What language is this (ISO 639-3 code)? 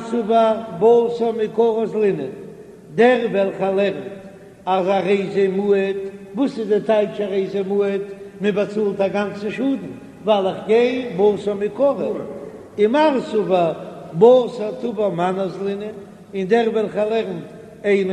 yid